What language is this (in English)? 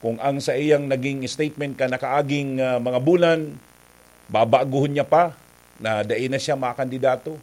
Bikol